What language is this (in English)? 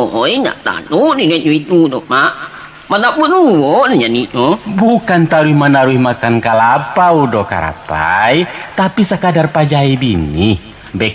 Minangkabau